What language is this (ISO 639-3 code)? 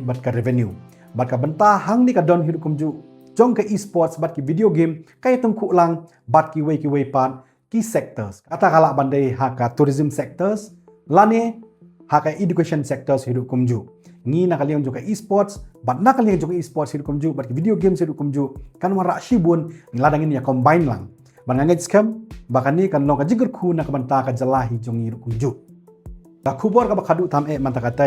kha